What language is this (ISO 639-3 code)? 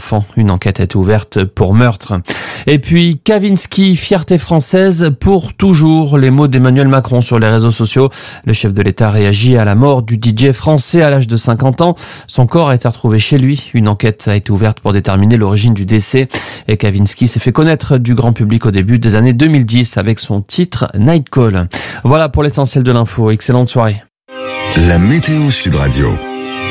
fra